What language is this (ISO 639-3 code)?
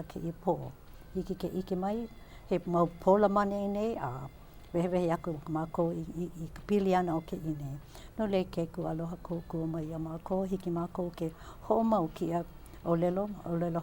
haw